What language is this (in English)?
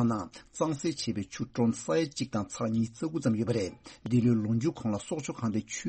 Tibetan